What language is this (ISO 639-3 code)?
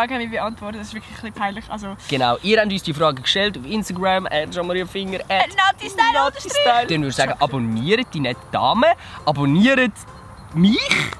gsw